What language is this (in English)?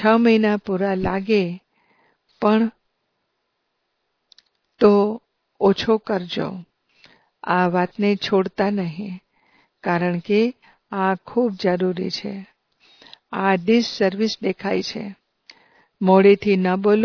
Gujarati